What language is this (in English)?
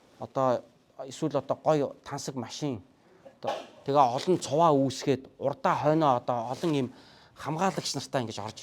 Mongolian